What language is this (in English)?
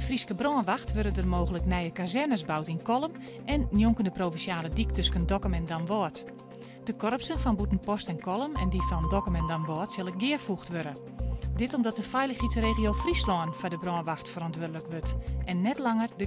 Western Frisian